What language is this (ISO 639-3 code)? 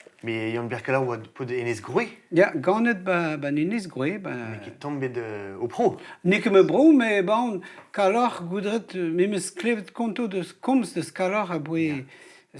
bre